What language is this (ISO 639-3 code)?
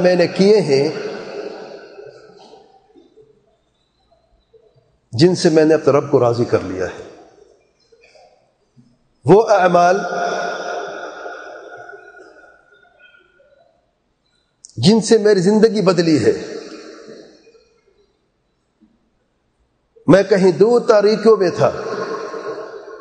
urd